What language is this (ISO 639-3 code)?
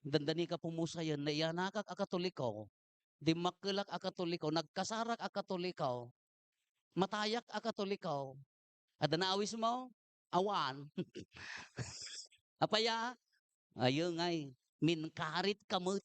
ilo